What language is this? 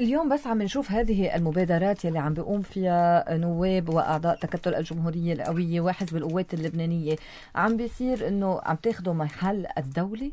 North Levantine Arabic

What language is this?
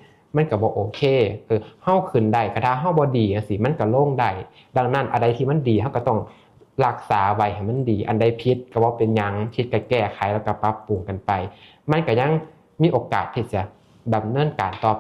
Northeastern Thai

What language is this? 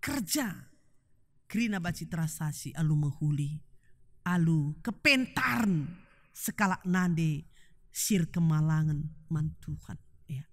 Batak Karo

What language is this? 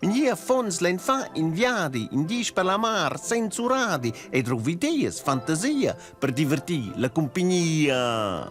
Romansh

